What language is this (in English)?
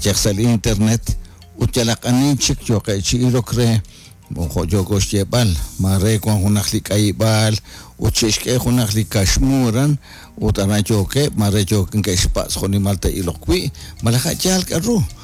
Kekchí